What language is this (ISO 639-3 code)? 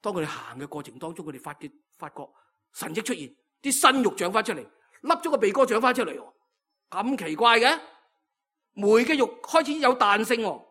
yue